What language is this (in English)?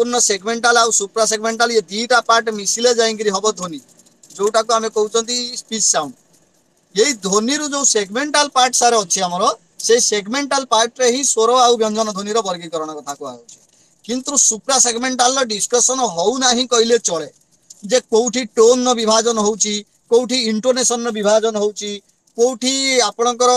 Odia